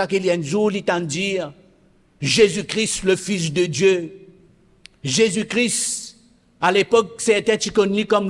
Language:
Morisyen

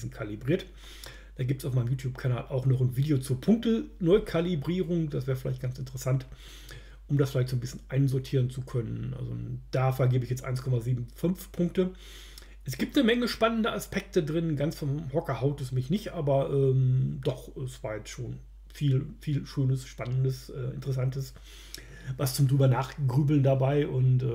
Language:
German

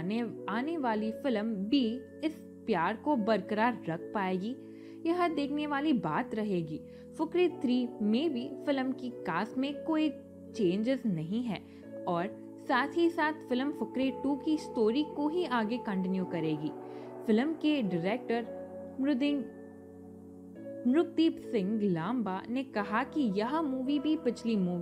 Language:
Hindi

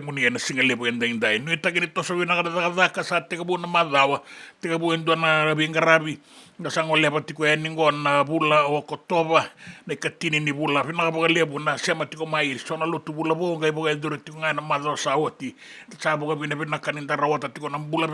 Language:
Fijian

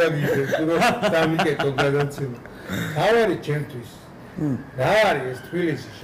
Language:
Georgian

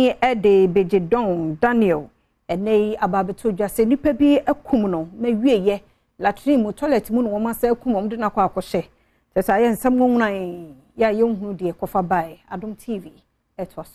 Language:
Akan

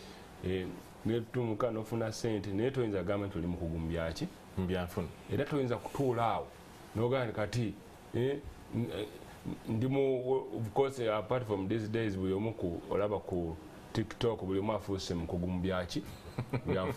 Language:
Ganda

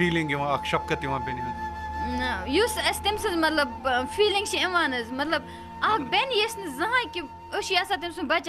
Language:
Kashmiri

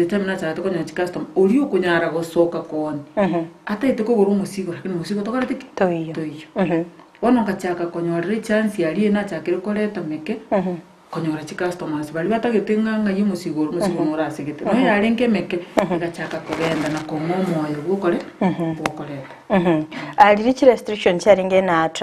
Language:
Gusii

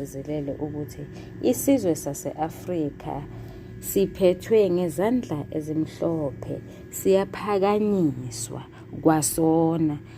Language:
Zulu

